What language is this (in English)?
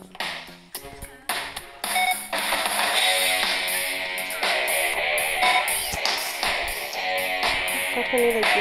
Greek